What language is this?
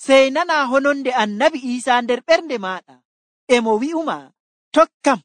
Nigerian Fulfulde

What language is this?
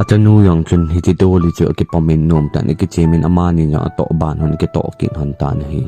Thado Chin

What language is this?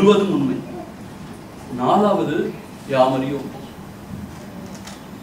Tamil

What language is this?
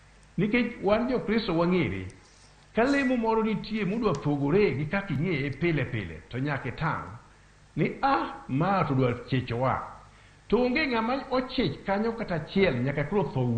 Luo (Kenya and Tanzania)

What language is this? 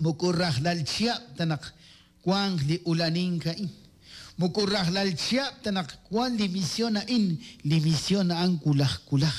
Kekchí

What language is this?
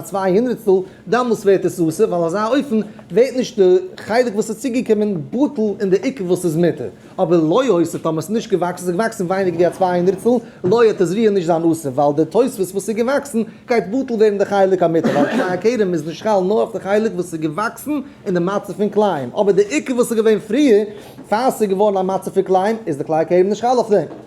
Yiddish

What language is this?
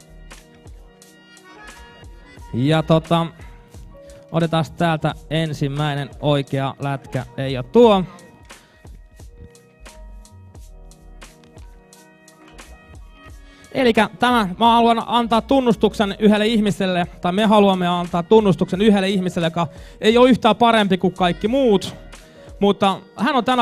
Finnish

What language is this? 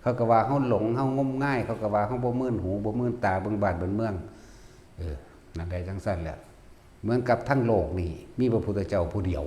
Northeastern Thai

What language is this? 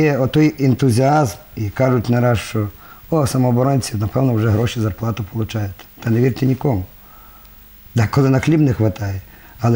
Ukrainian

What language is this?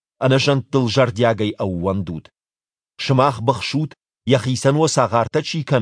Ossetic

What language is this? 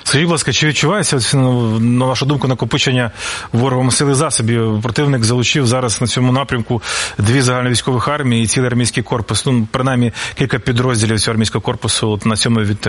Ukrainian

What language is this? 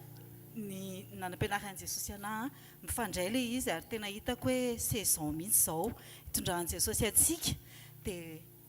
Malagasy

